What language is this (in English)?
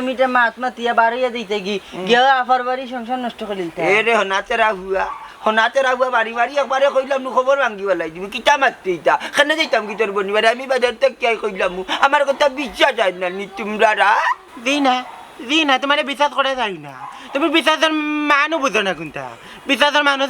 Sylheti